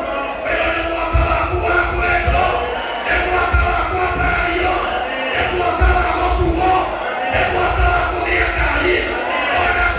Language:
Kikuyu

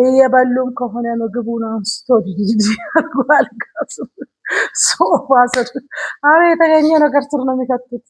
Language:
Amharic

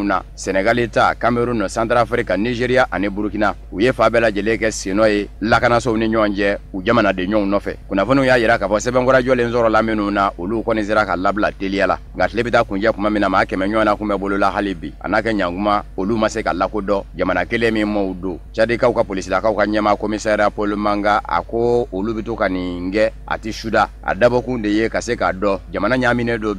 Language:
Bambara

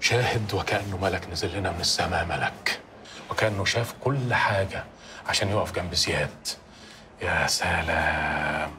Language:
Egyptian Arabic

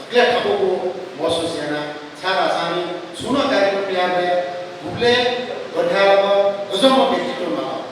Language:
Newari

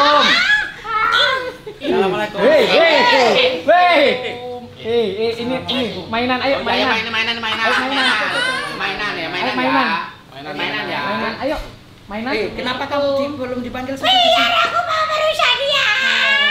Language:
Indonesian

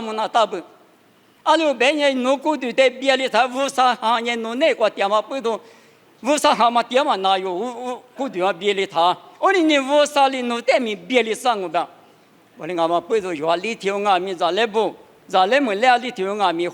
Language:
Lisu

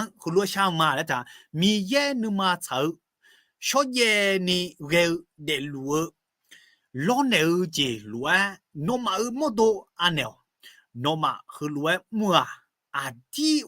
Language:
Akha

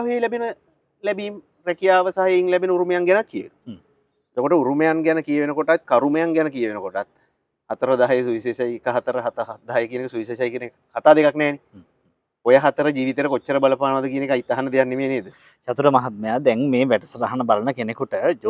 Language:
Sinhala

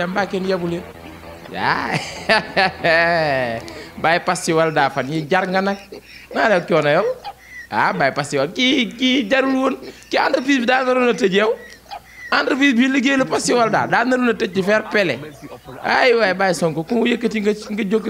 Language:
Wolof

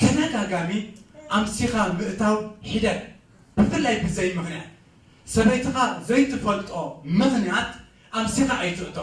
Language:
Tigrinya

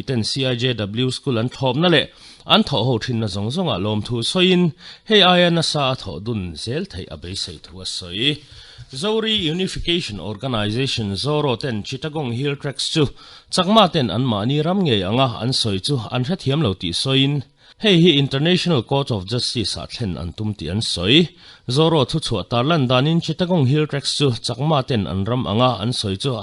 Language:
Mizo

